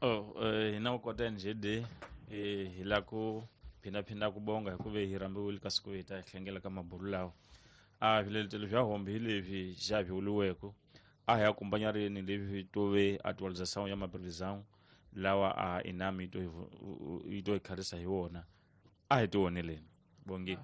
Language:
Tsonga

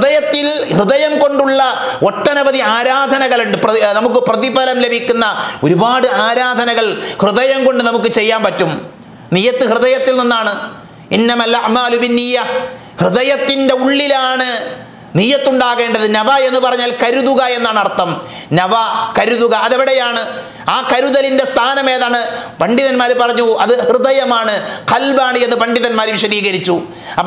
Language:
Malayalam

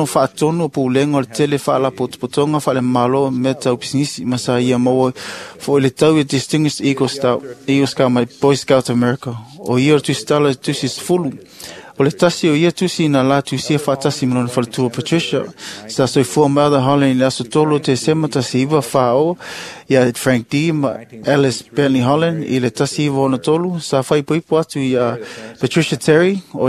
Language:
Samoan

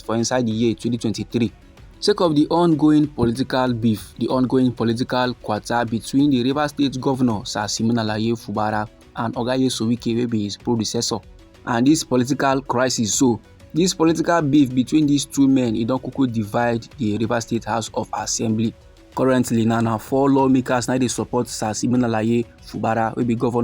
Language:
Nigerian Pidgin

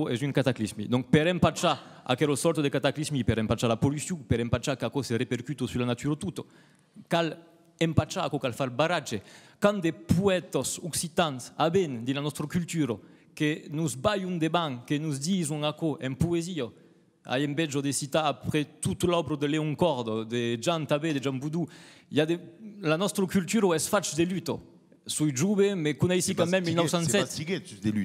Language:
Occitan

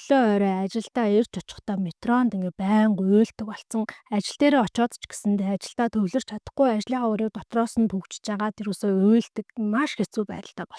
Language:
Mongolian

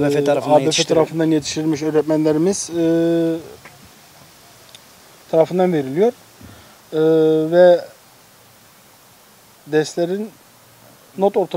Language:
Turkish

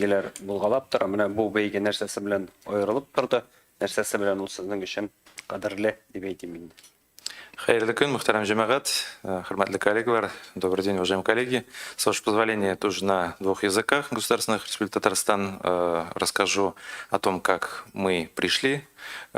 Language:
Tatar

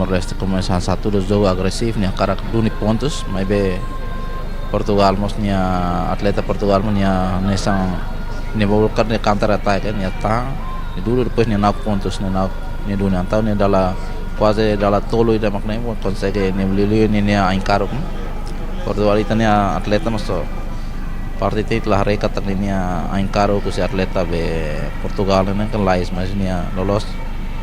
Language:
Tetum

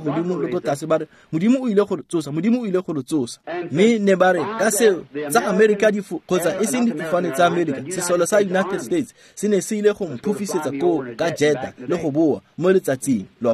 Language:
Tswana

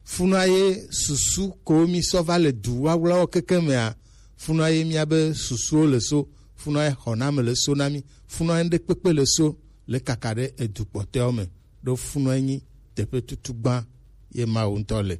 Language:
Gen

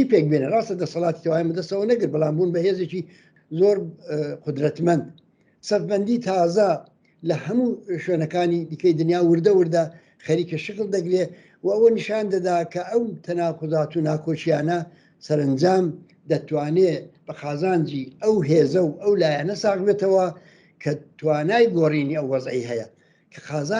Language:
Central Kurdish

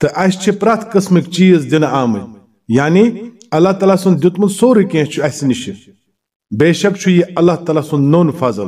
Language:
Kashmiri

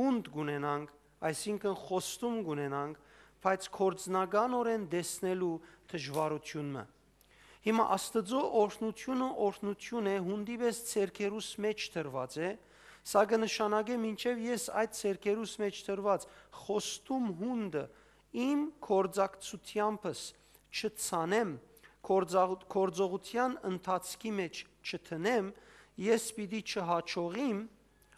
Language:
Western Armenian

